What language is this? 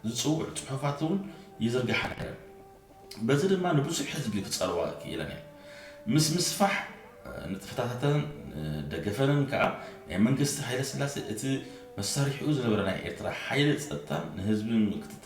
Tigrinya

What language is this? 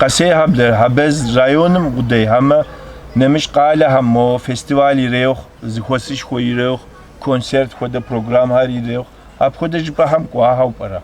Kabardian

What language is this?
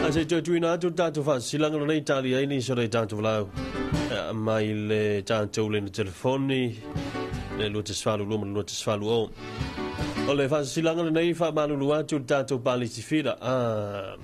Samoan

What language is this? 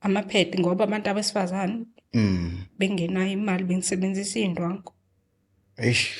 Zulu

